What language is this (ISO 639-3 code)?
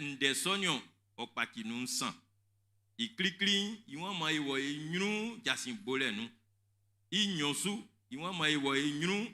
bci